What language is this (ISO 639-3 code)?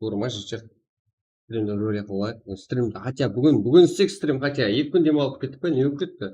kaa